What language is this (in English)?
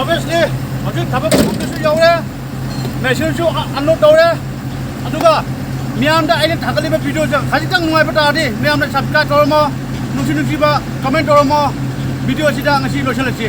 Manipuri